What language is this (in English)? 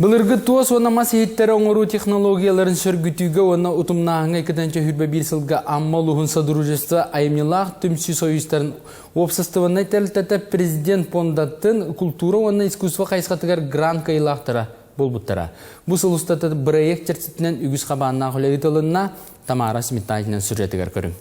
Yakut